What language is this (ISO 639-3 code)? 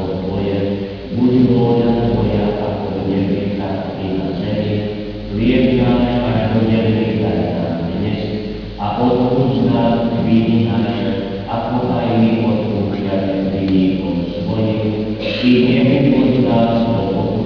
slk